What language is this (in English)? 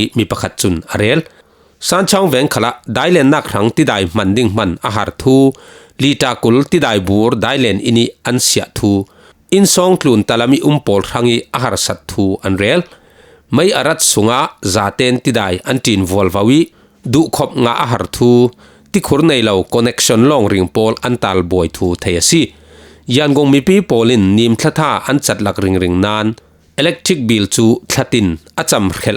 Falam Chin